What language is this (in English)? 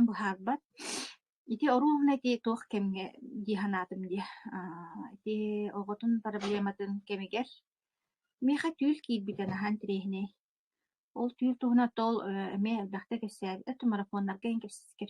Yakut